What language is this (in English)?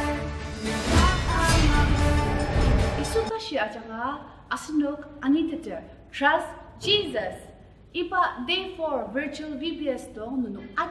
Ao Naga